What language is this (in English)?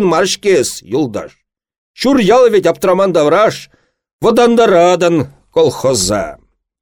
Chuvash